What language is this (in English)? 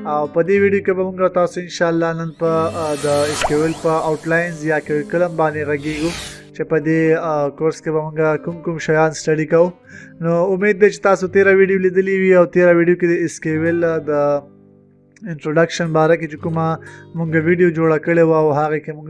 Pashto